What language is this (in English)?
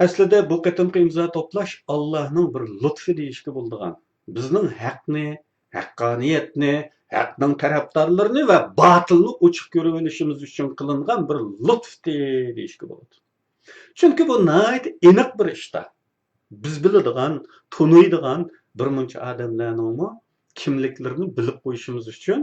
Uyghur